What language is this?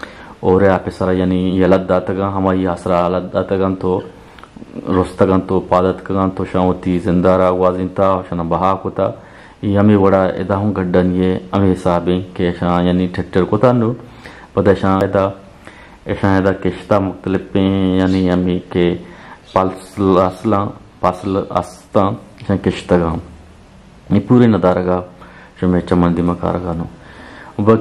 Eastern Balochi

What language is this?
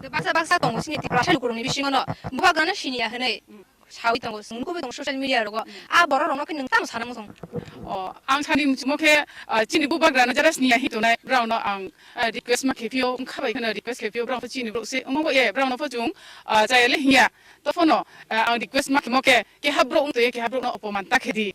Kok Borok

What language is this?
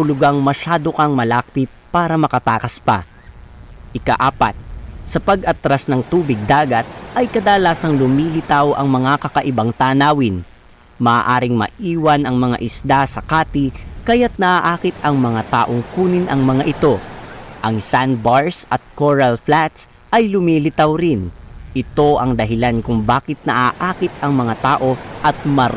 Filipino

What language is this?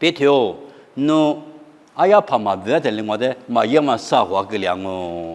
Lisu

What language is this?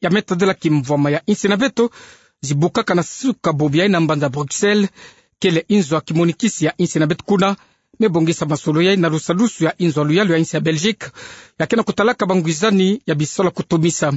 Kituba (Democratic Republic of Congo)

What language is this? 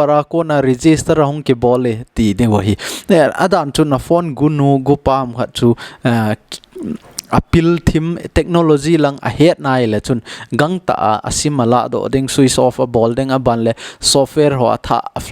Thado Chin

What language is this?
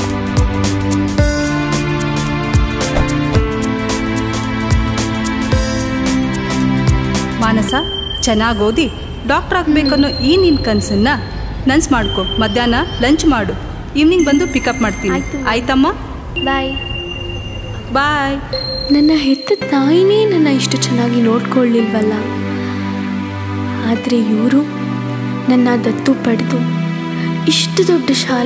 Kannada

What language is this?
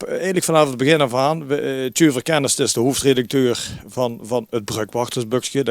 Limburgish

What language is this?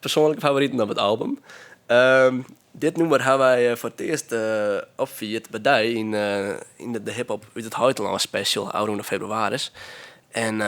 Western Frisian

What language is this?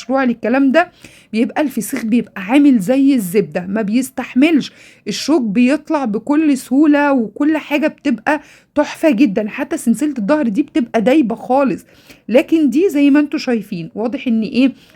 Egyptian Arabic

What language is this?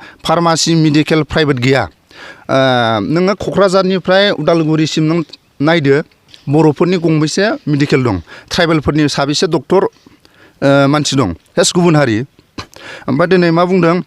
Bodo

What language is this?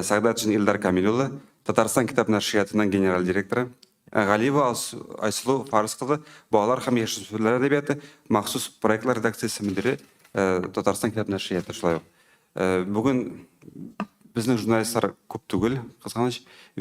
Tatar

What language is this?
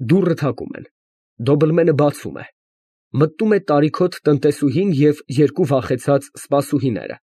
Armenian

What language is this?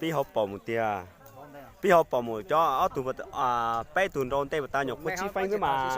Hmong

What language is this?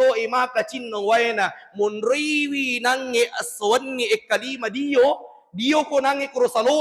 Buginese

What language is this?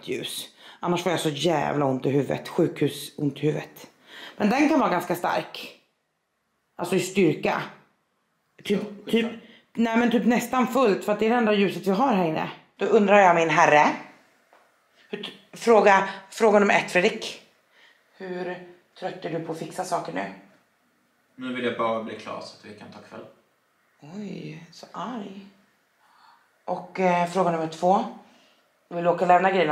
Swedish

